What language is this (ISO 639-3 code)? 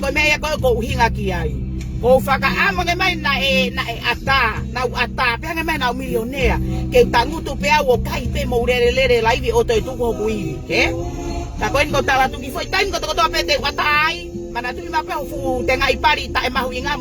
ton